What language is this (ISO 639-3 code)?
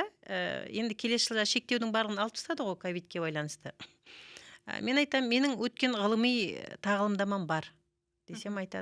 kaz